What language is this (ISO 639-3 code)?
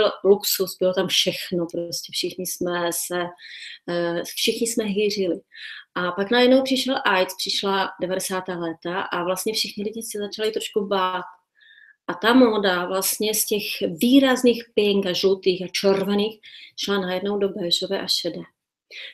ces